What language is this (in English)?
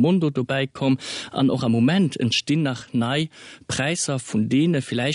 Luxembourgish